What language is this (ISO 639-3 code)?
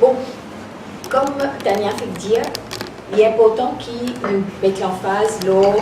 mfe